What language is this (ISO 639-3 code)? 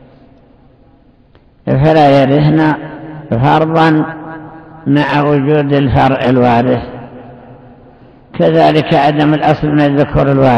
ara